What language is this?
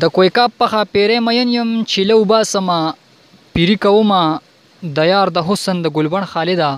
Pashto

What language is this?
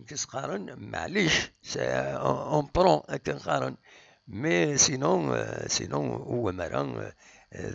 Kabyle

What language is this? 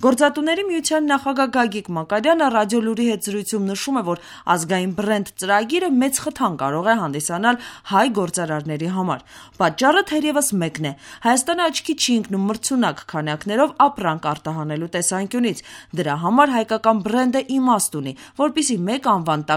Armenian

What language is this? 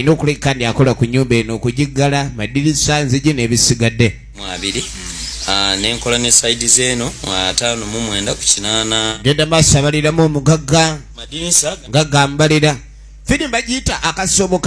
Ganda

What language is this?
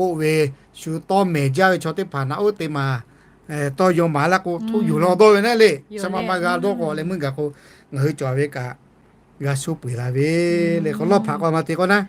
Lahu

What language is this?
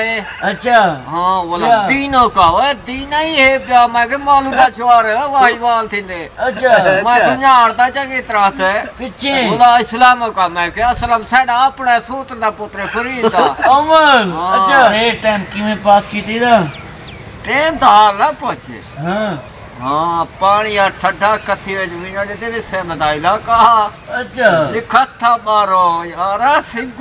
Saraiki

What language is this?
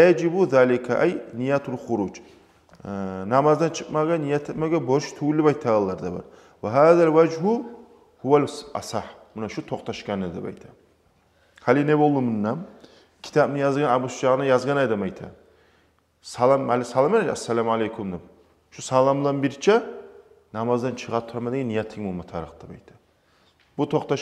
Kumyk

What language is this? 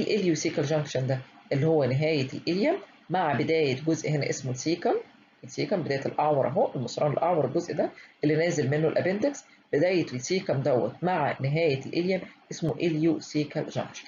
Egyptian Arabic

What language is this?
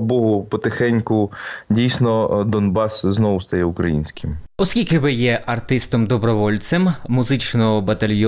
Ukrainian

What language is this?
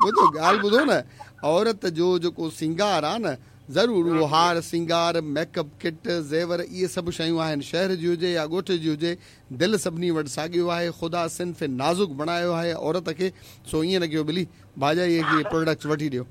Sindhi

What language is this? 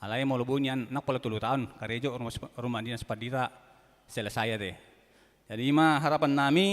Batak Toba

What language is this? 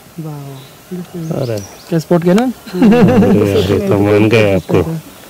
Hindi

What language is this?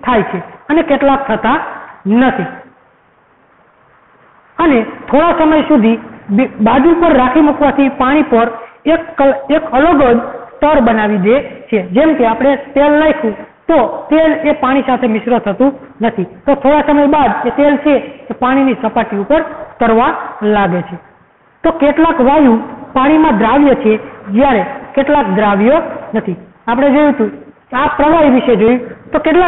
Gujarati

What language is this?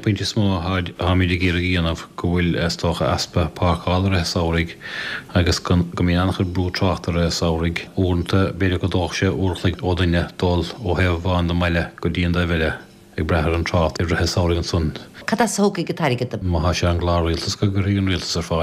Irish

